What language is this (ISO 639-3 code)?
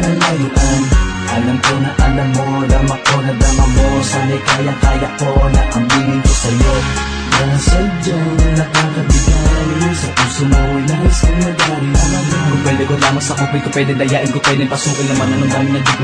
fil